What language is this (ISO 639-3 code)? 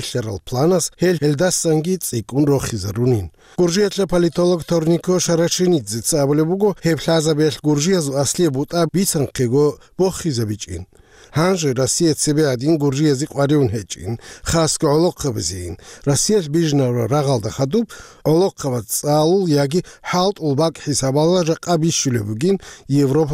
ava